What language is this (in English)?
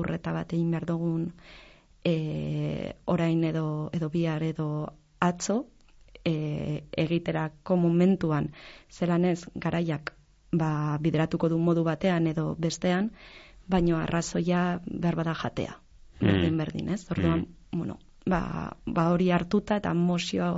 Basque